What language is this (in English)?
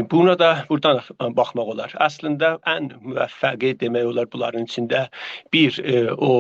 South Azerbaijani